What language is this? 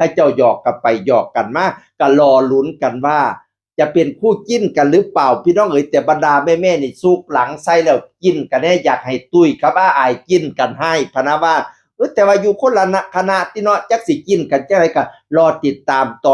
Northeastern Thai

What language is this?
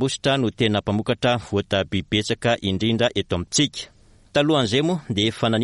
Malagasy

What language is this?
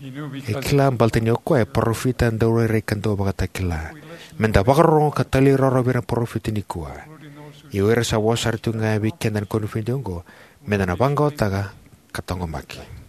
Fijian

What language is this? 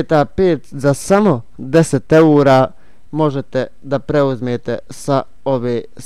Bosnian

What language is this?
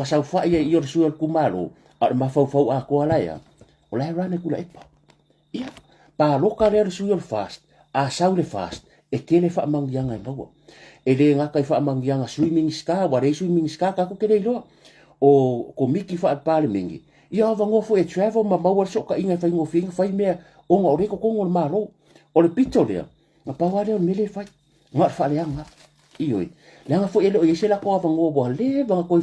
Samoan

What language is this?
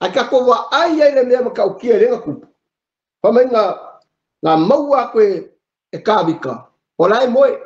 Samoan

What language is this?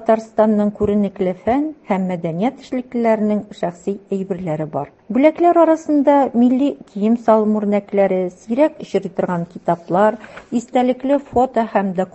Tatar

